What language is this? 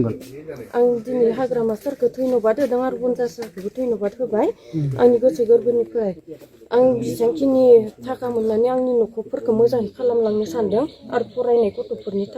Bodo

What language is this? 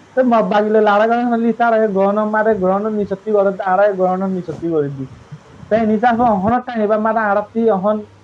Rohingya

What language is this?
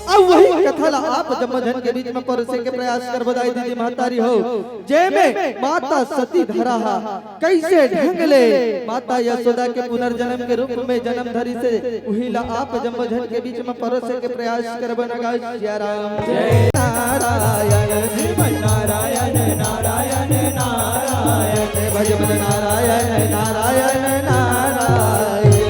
Chhattisgarhi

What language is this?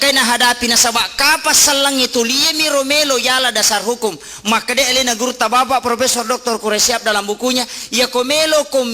Buginese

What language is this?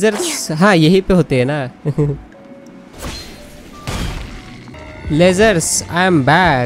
Hindi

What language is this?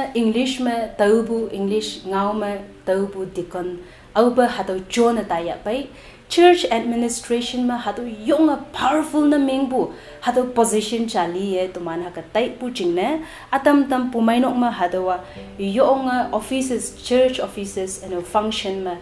Konyak Naga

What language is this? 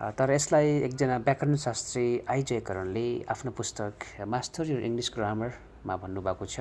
Nepali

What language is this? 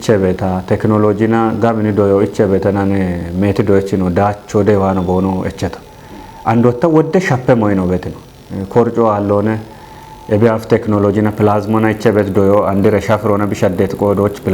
Kafa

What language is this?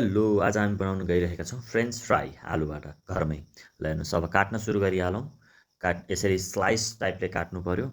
Nepali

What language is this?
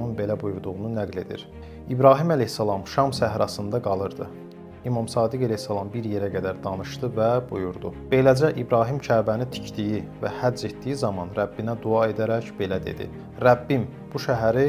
Azerbaijani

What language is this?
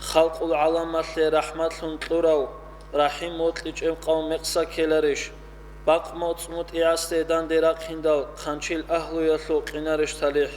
Avaric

